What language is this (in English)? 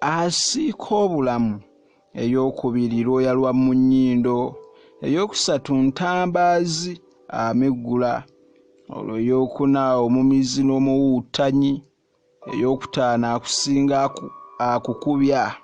Ganda